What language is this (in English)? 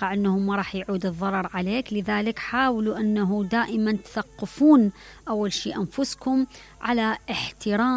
Mesopotamian Arabic